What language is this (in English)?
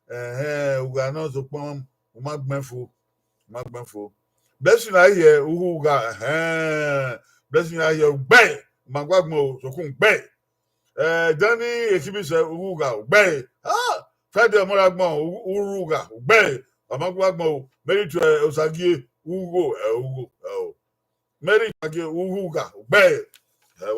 Bini